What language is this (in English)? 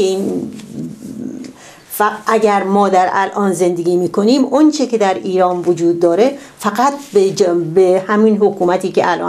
Persian